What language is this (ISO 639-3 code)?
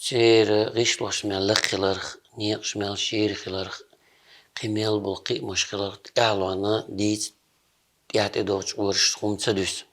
che